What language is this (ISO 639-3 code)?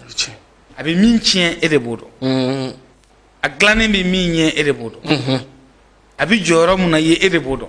bam